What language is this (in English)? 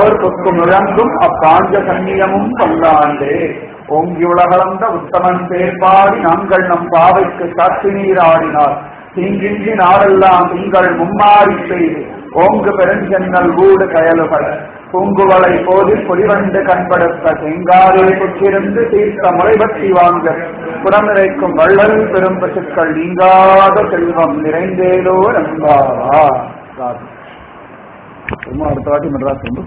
Tamil